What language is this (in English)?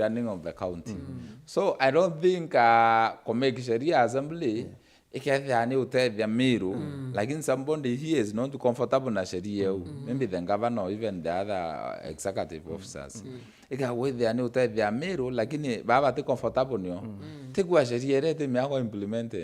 Meru